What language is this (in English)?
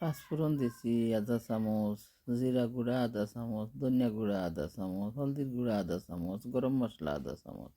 Sylheti